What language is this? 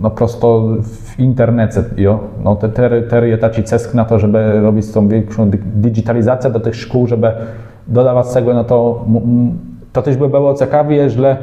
Kashubian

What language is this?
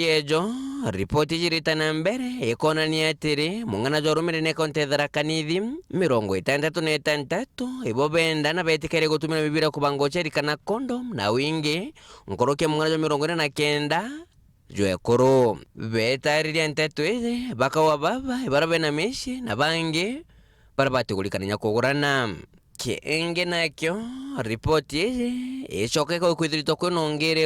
Meru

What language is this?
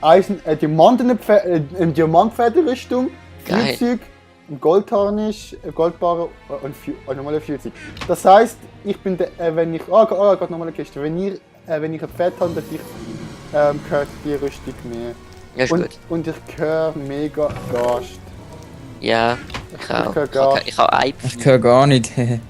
Swiss German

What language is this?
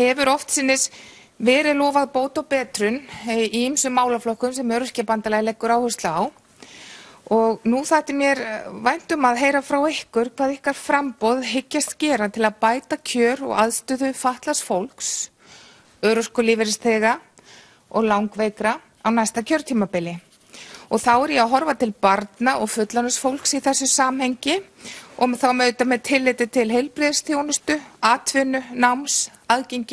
Icelandic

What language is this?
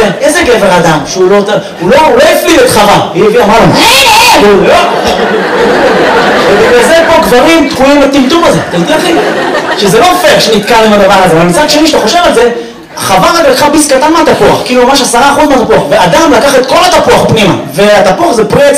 Hebrew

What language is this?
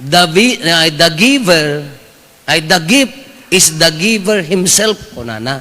Iloko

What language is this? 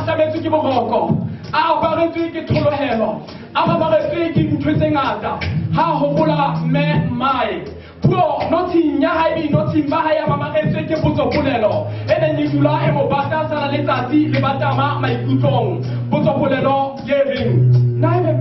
Southern Sotho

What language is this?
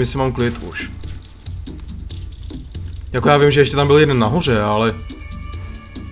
Czech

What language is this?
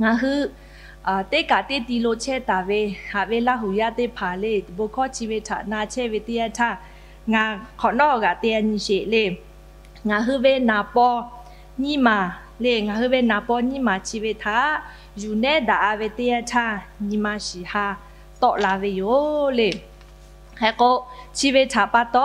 Lahu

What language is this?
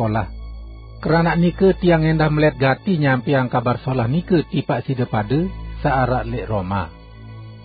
Sasak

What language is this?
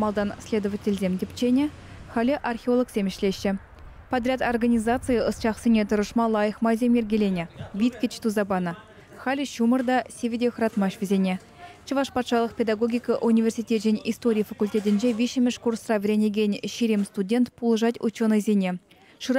Chuvash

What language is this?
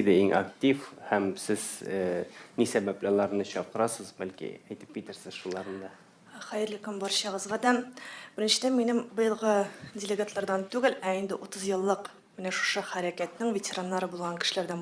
Tatar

